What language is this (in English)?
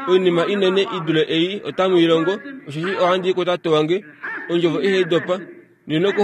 Kuanyama